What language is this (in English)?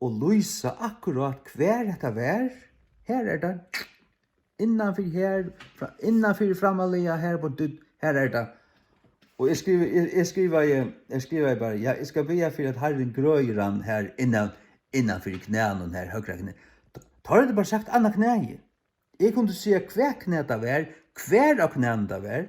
Faroese